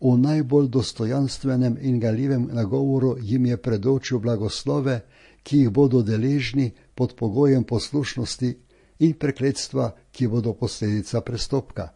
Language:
Slovenian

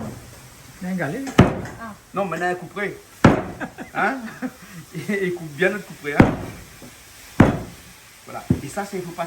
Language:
Réunion Creole French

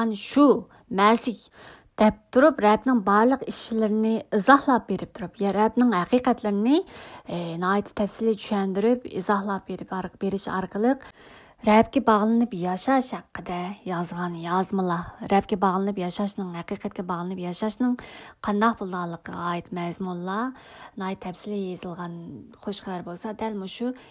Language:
Uyghur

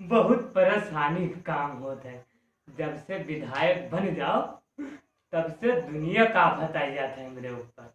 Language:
Awadhi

